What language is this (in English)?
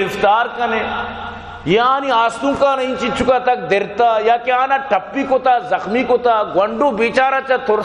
Baluchi